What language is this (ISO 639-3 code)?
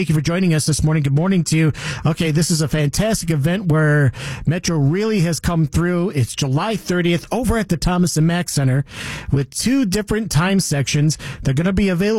eng